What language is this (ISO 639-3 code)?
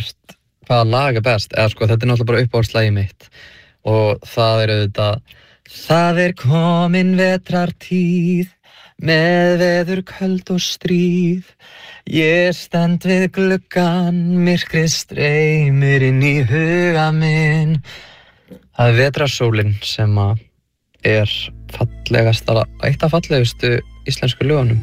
isl